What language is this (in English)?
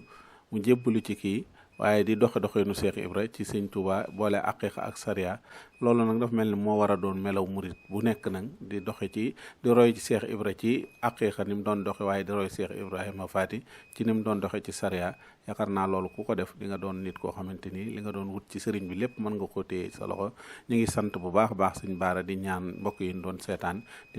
Wolof